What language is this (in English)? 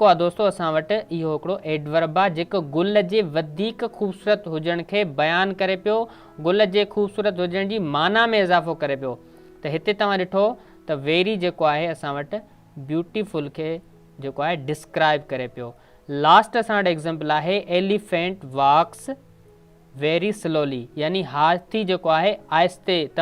Sindhi